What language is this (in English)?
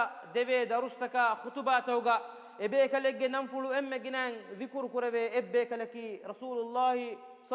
Divehi